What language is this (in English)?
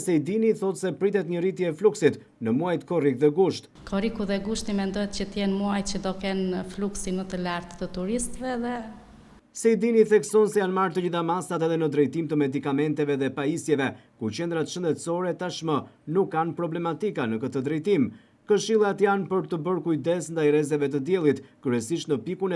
Albanian